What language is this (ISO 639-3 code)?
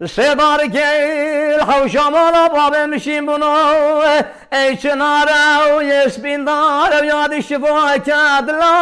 kur